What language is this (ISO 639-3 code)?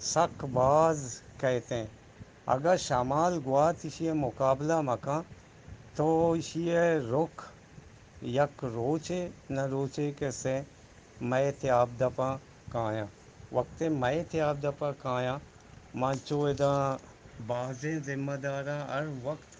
bgp